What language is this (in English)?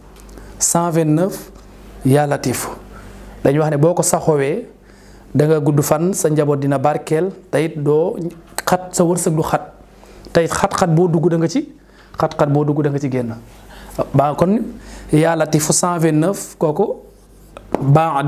Wolof